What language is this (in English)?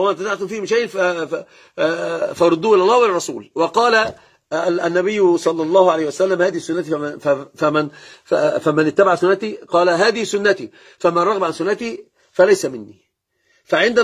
Arabic